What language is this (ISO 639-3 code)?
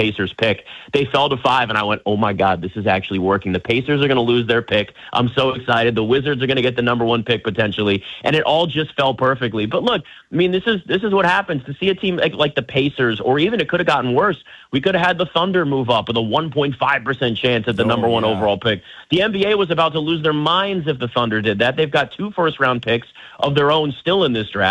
eng